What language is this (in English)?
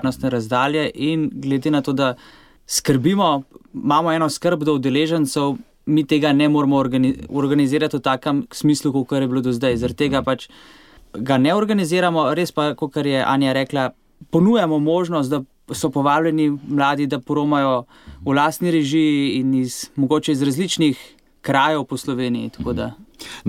Slovenian